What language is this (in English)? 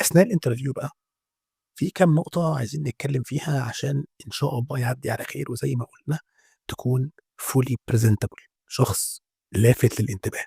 Egyptian Arabic